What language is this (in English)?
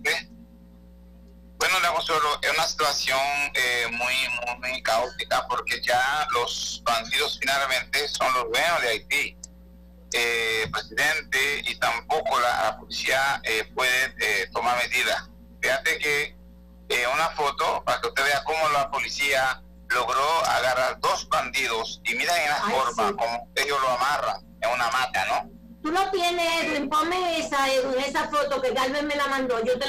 Spanish